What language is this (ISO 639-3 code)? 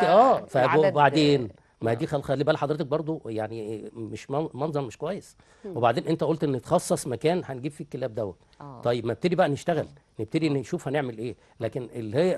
arz